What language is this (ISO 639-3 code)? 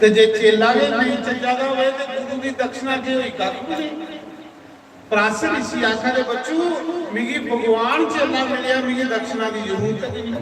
doi